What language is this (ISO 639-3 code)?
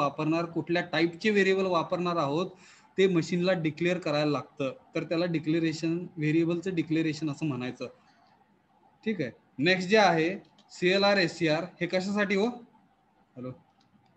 mar